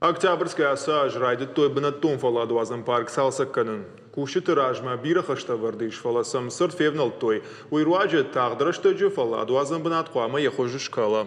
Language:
Ossetic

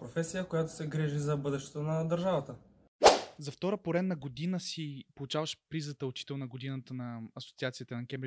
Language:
Bulgarian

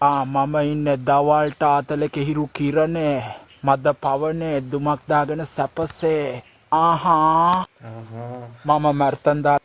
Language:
Sinhala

